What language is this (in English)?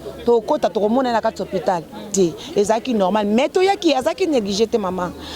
Lingala